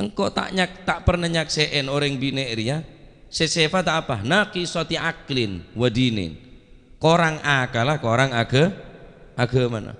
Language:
Madurese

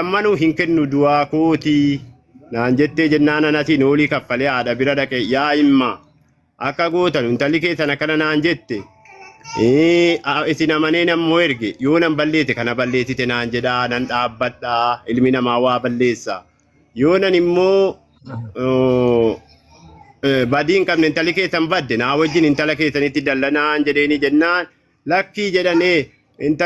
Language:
Oromo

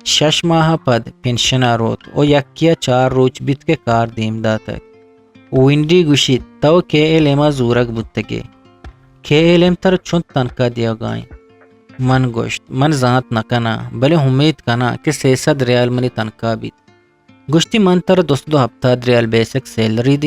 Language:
Eastern Balochi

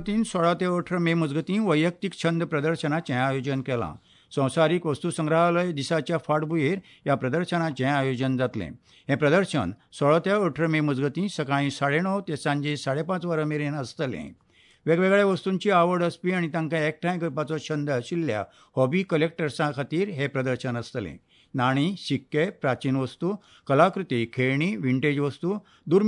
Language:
Konkani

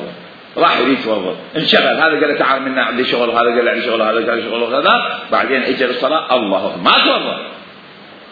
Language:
Mesopotamian Arabic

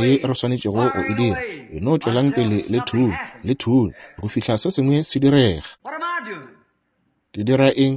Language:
Northern Sotho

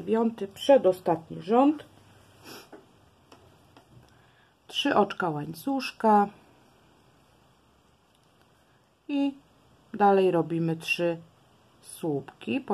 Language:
Polish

